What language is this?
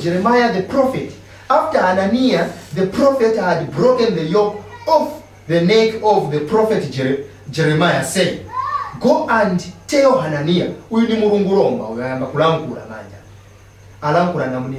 Nyanja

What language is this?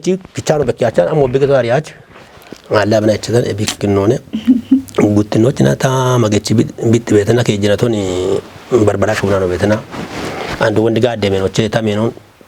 Kafa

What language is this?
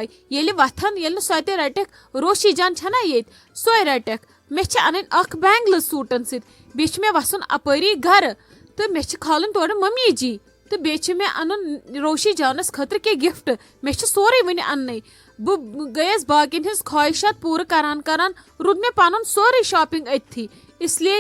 Kashmiri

